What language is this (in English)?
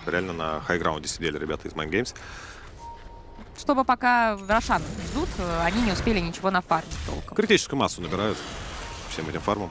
Russian